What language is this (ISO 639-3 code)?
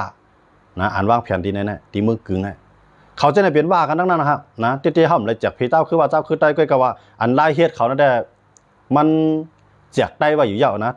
shn